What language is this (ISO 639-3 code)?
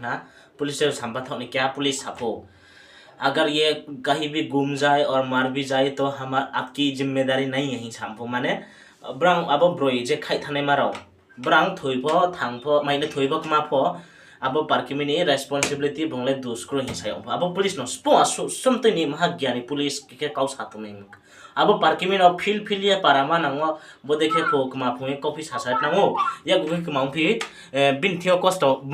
ria